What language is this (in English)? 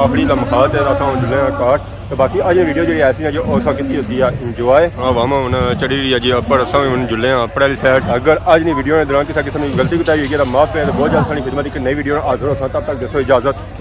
Pahari-Potwari